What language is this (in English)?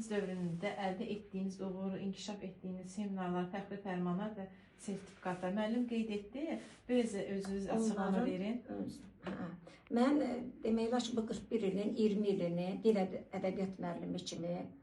Azerbaijani